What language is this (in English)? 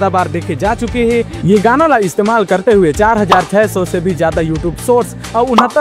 Chhattisgarhi